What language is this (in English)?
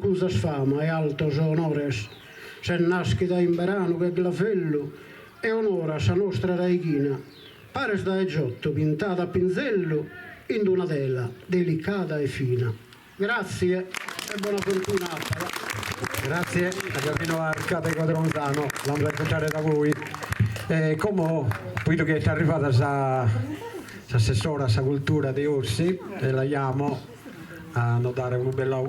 Sardinian